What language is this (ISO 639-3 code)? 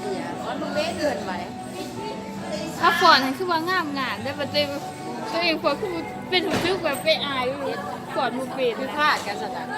lao